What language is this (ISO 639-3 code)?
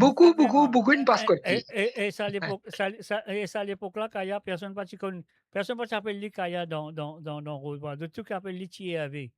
mfe